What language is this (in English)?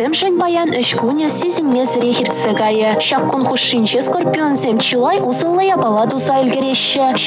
Chuvash